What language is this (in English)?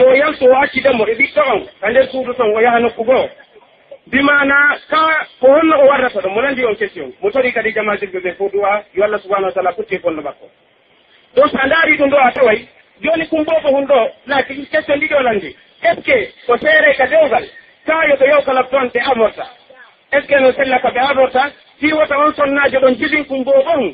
Pular